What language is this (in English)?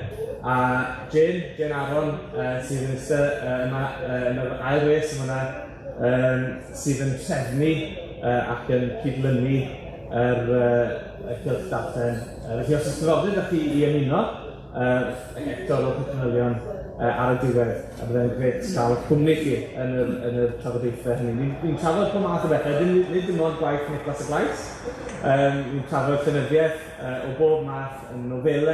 Welsh